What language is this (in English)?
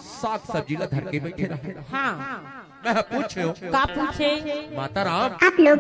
Chhattisgarhi